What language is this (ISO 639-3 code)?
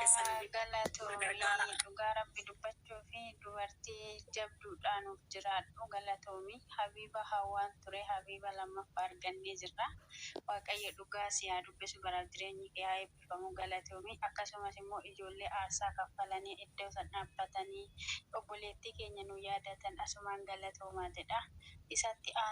orm